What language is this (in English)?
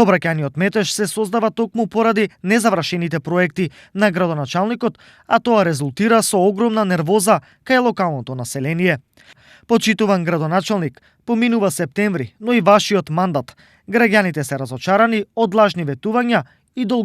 Macedonian